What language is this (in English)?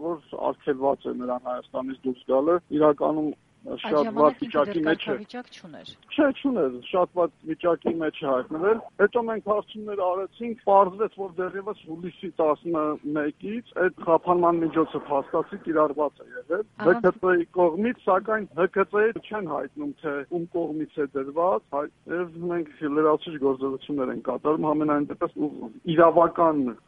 Armenian